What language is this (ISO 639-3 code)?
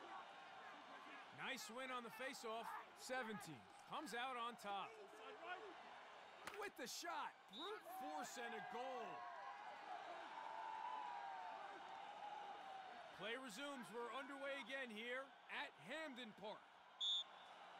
eng